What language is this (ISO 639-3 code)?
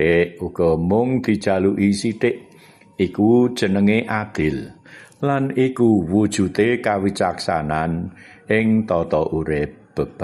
jav